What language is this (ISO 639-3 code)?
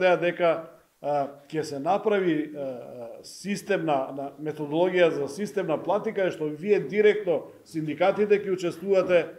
mkd